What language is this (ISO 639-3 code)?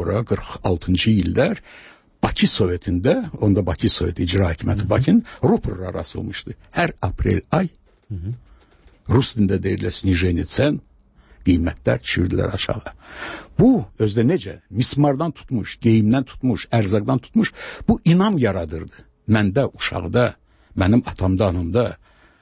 aze